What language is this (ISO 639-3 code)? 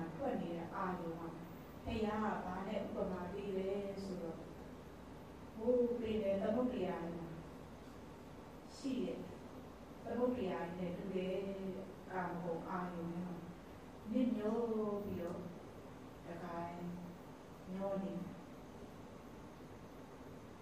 mya